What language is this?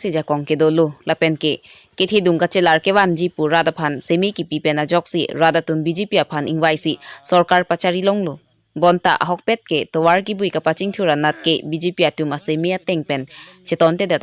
Karbi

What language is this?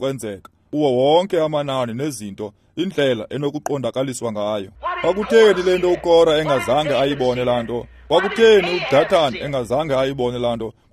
Xhosa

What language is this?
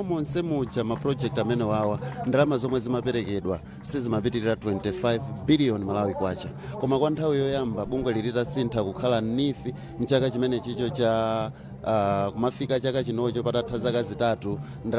Nyanja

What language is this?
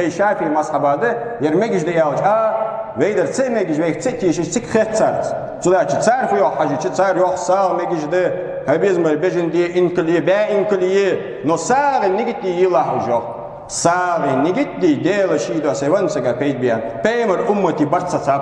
Ingush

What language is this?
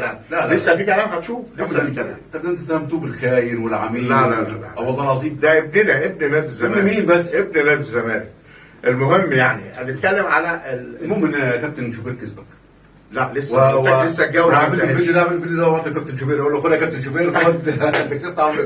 Egyptian Arabic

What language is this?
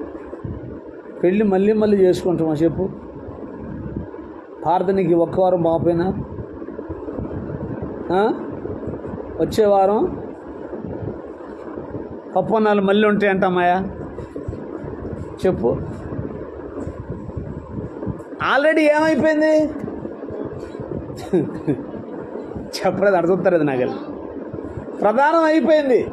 Telugu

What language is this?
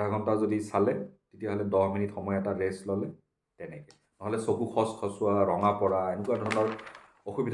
Assamese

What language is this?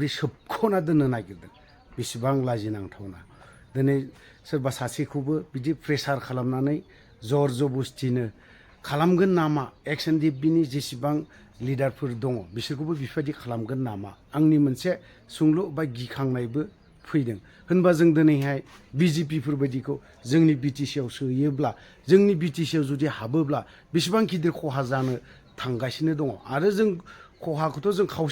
Bodo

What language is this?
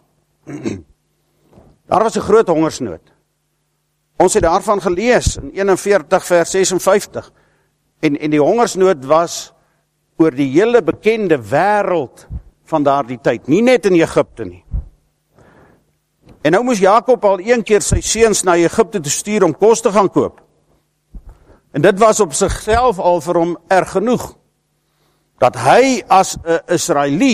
Afrikaans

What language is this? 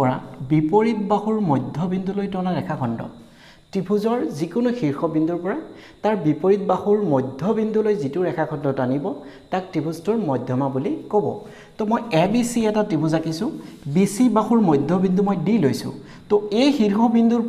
Assamese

